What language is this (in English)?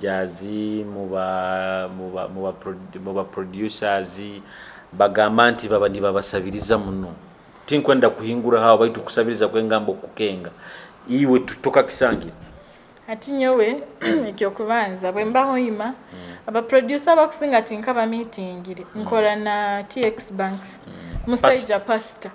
Nyoro